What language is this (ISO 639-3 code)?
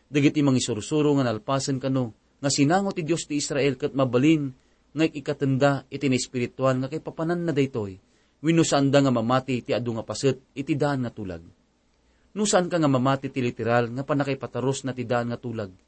ilo